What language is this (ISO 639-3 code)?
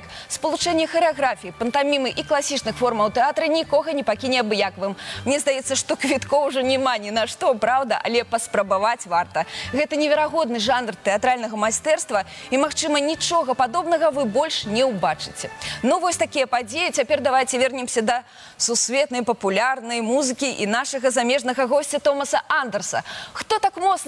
bel